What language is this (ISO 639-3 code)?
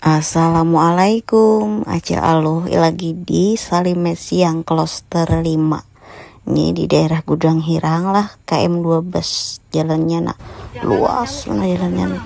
bjn